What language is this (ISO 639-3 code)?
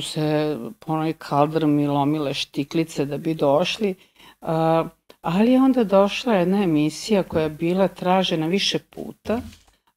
srp